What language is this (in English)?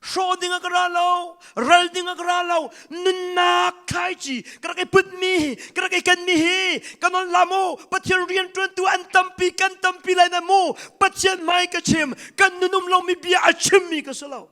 Hakha Chin